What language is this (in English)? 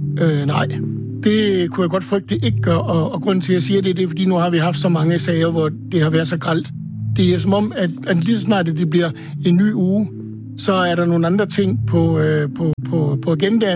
Danish